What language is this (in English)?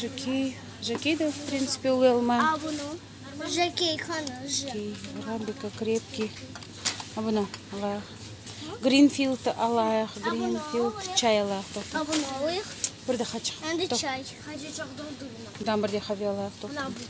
Crimean Tatar